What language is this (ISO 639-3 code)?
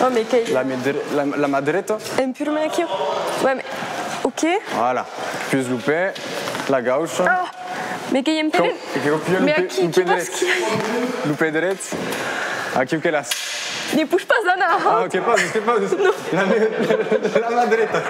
oci